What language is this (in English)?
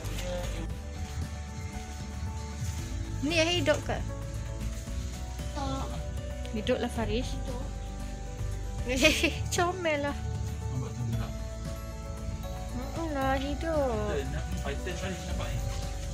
Malay